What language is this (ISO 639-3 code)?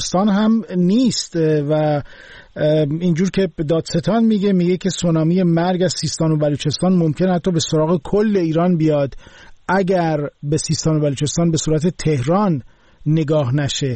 fas